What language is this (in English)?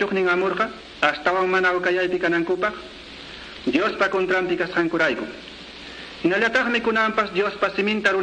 Quechua